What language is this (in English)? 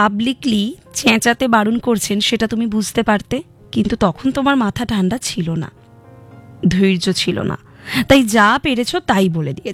Bangla